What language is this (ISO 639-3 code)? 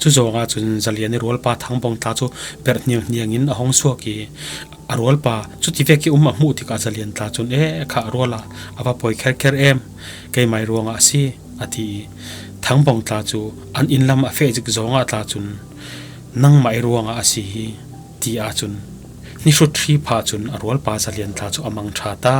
cfm